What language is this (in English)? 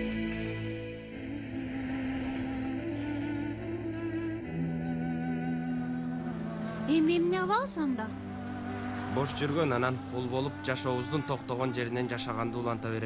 Kyrgyz